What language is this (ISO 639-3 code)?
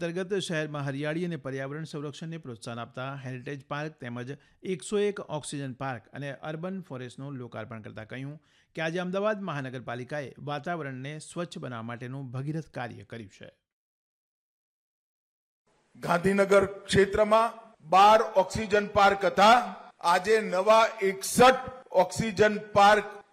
guj